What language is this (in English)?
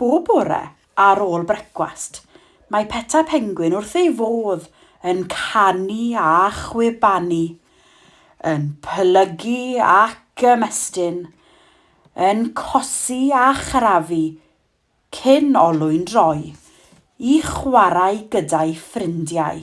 Welsh